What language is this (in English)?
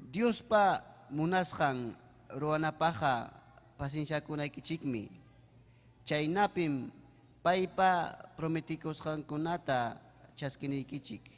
Ayacucho Quechua